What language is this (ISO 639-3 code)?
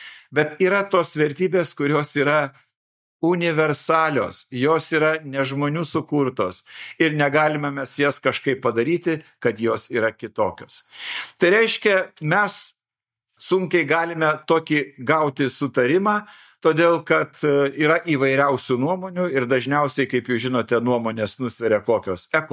lit